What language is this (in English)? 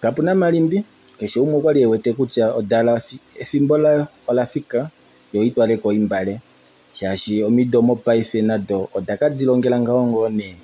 Kuanyama